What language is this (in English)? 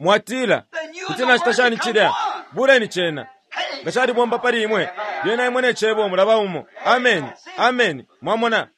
Bemba